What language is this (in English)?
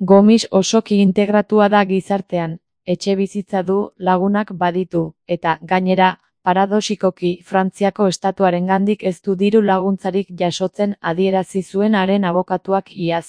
Basque